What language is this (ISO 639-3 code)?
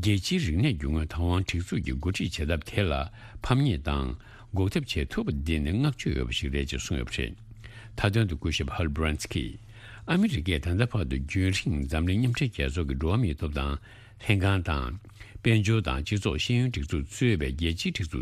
bod